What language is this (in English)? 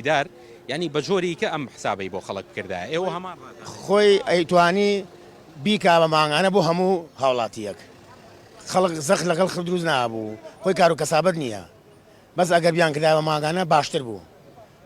Central Kurdish